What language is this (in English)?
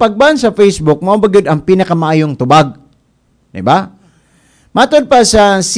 Cebuano